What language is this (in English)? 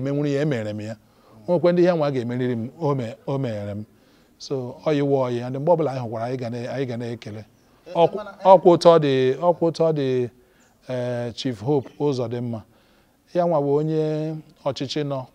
Igbo